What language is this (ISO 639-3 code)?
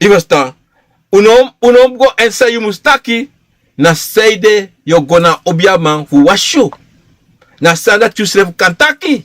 srn